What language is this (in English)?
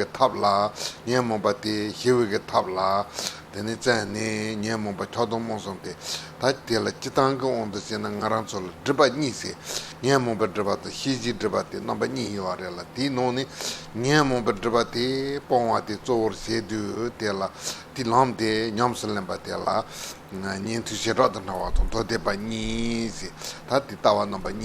Tibetan